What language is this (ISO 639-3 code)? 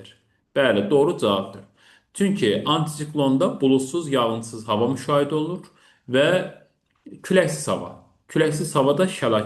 aze